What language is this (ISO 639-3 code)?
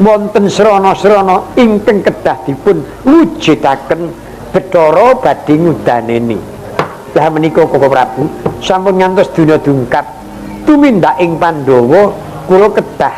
jav